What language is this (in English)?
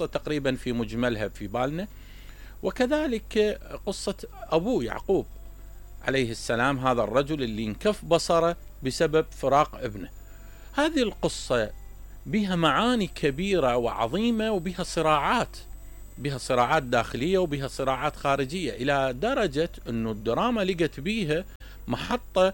Mesopotamian Arabic